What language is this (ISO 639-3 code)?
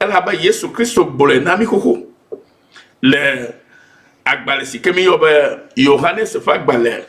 ewe